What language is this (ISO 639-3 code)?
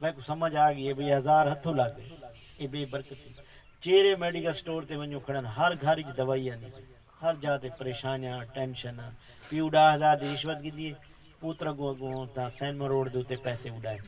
skr